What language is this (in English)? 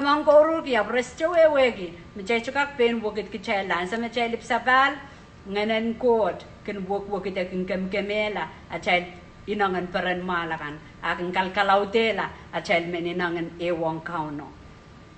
Pohnpeian